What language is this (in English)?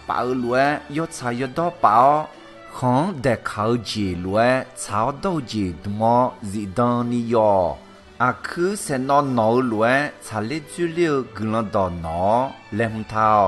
Akha